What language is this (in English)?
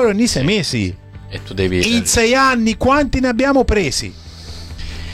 Italian